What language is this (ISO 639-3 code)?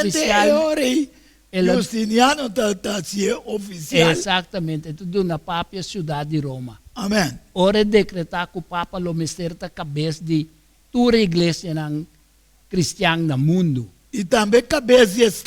pap